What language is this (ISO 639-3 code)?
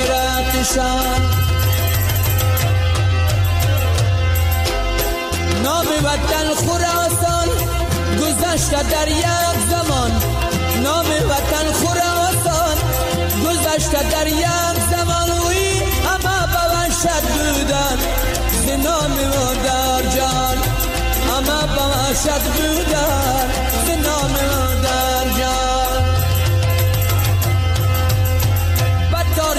fas